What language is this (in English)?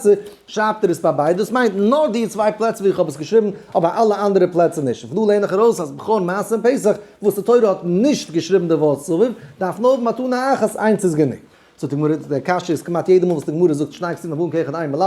Yiddish